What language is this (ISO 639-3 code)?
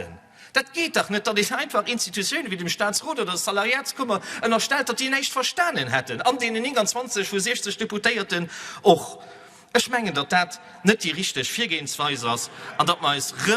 ltz